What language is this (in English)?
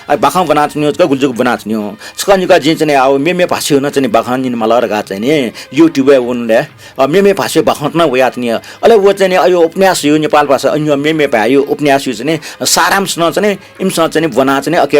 Newari